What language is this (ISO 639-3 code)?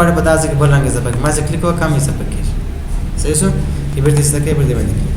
pus